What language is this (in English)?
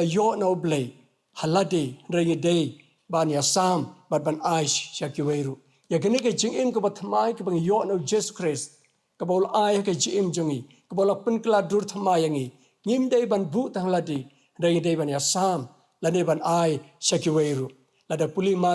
Khasi